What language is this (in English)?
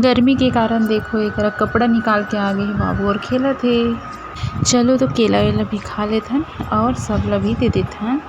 Chhattisgarhi